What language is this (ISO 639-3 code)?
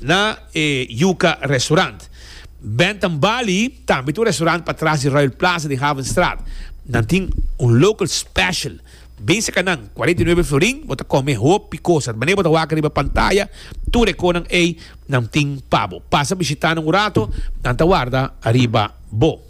pap